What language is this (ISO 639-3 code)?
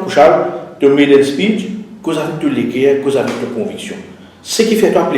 mfe